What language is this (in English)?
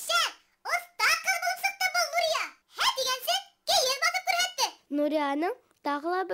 Bashkir